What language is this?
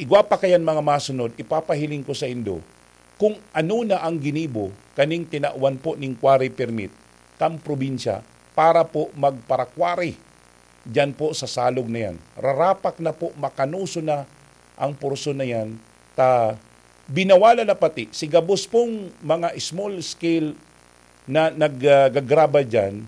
Bikol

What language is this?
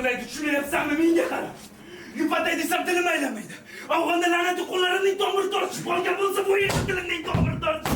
Uzbek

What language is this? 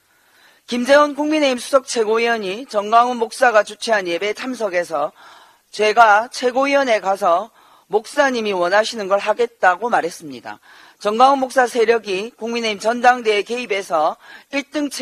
Korean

